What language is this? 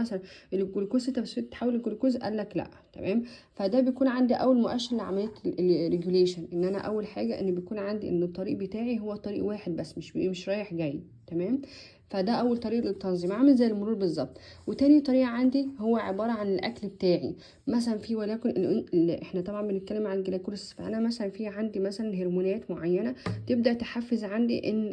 Egyptian Arabic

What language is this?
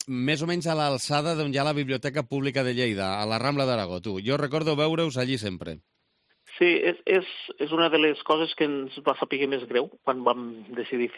Catalan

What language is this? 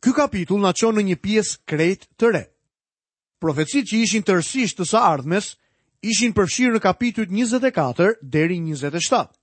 Albanian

